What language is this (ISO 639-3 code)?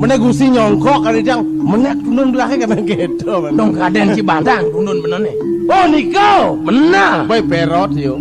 ban